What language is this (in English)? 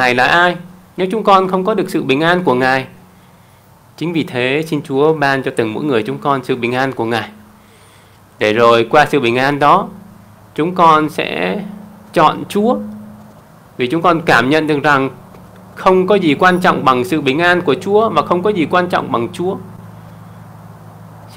Vietnamese